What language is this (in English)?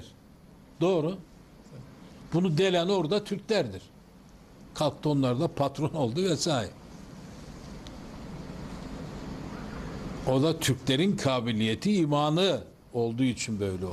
Turkish